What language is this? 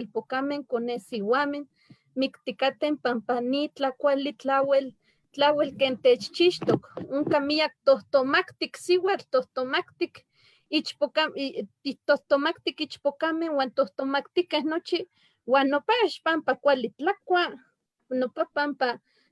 Eastern Huasteca Nahuatl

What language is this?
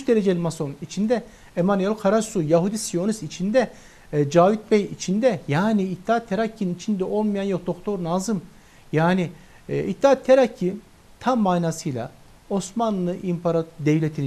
Turkish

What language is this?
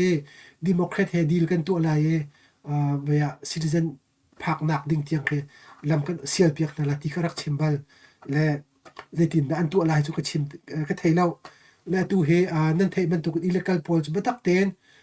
Hakha Chin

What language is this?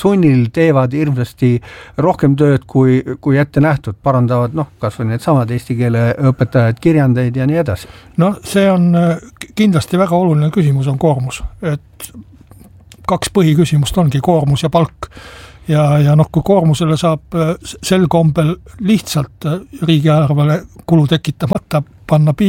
Estonian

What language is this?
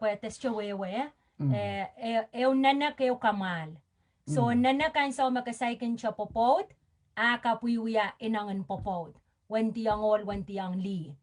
Pohnpeian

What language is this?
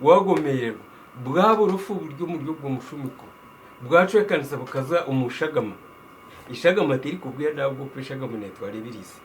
Nyankole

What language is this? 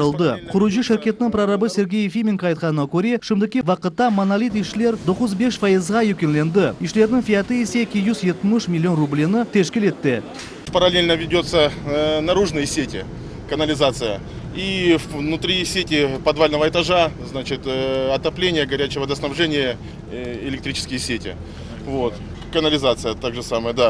Crimean Tatar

